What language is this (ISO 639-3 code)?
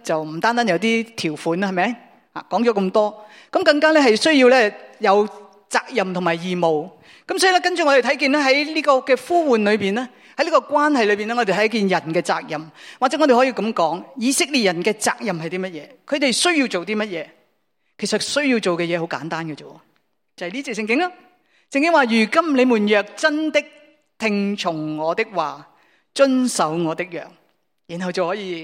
yue